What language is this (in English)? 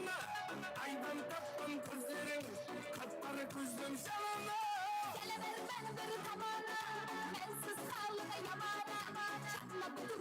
Kara-Kalpak